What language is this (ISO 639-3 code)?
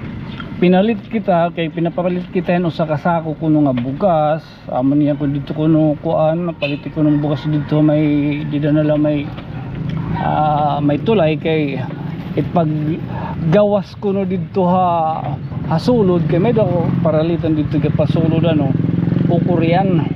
war